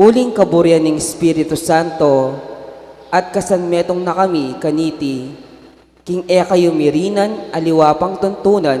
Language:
Pampanga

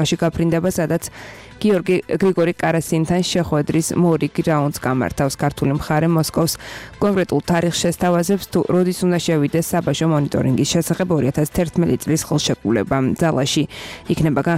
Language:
Georgian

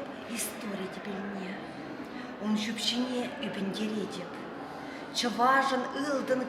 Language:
Chuvash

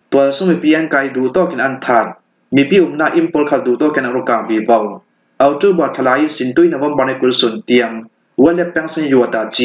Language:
Falam Chin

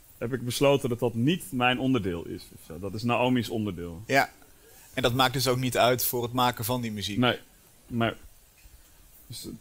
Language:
Dutch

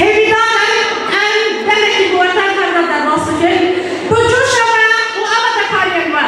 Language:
Kurdish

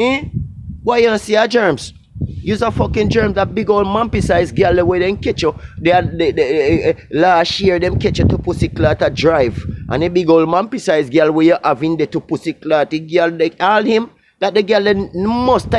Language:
Jamaican Creole English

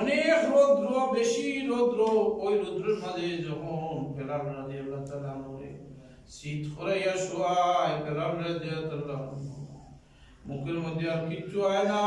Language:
Sylheti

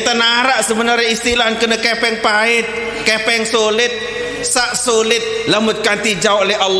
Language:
Sasak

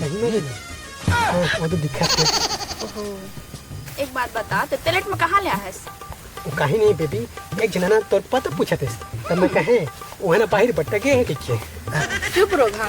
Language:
Chhattisgarhi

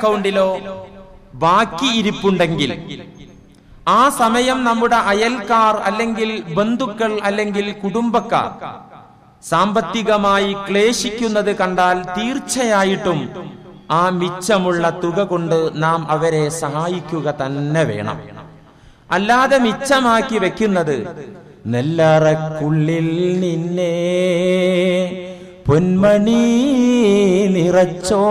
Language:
Malayalam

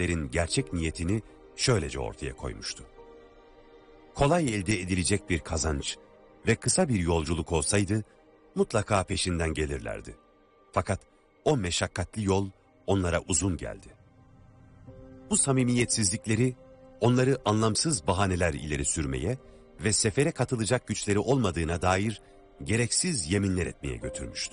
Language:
Turkish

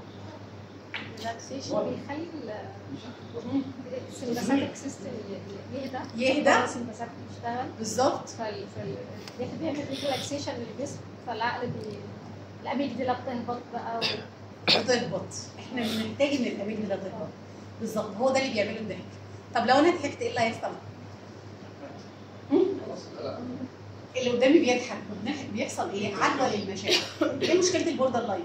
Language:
Egyptian Arabic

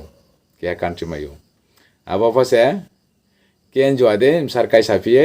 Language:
Riang (India)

